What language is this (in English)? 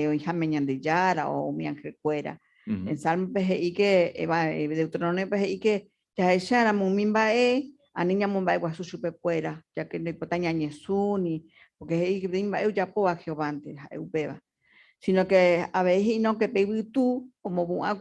Guarani